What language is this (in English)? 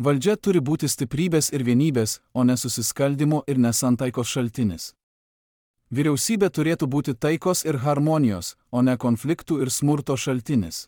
Lithuanian